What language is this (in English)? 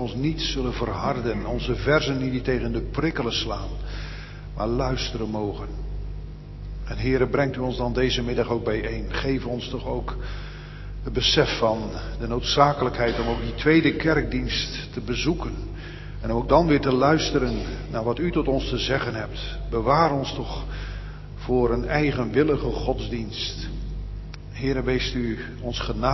Dutch